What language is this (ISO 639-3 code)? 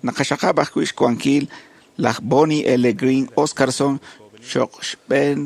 kek